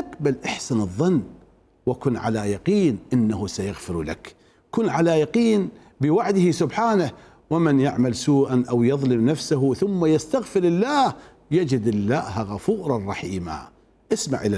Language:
Mesopotamian Arabic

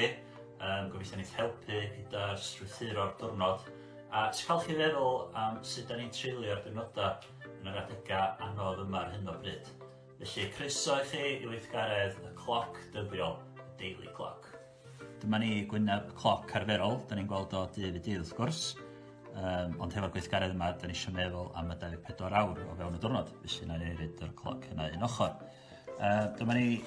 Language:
Welsh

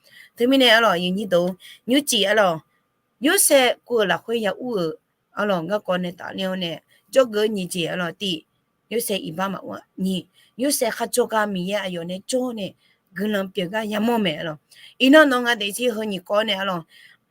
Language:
Akha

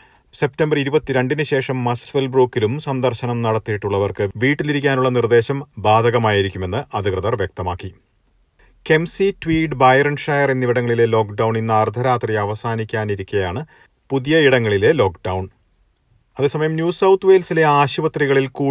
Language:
Malayalam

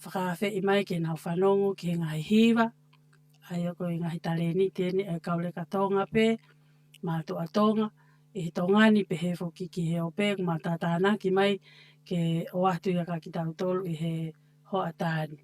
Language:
Tongan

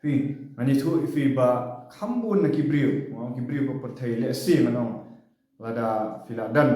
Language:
Khasi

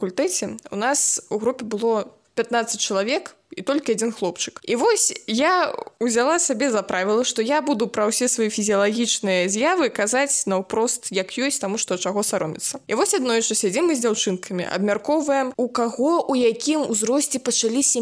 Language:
Belarusian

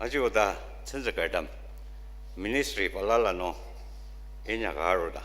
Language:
Ao Naga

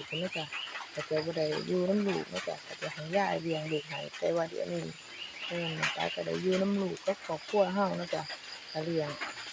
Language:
Northeastern Thai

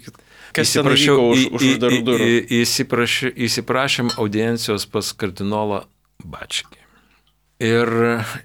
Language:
Lithuanian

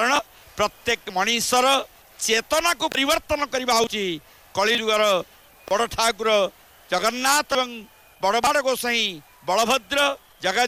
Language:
Odia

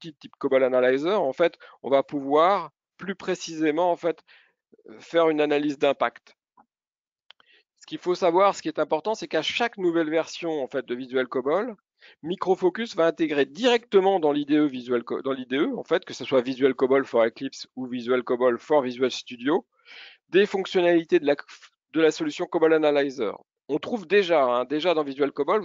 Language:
French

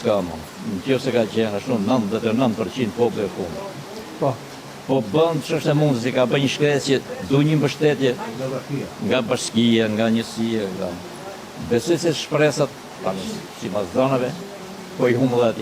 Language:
Albanian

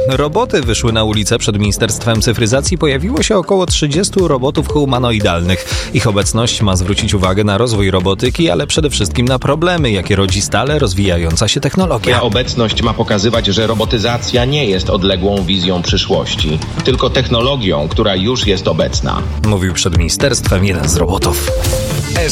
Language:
Polish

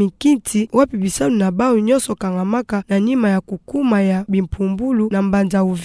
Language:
Kituba (Democratic Republic of Congo)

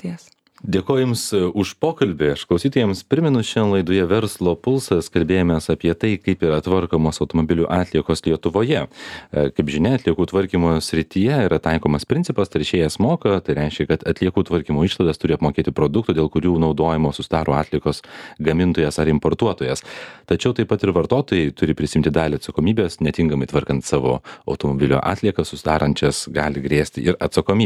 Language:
Lithuanian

